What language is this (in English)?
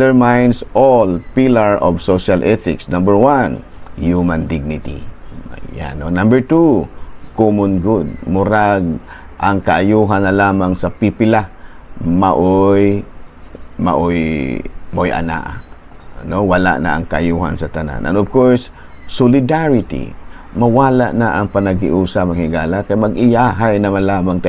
Cebuano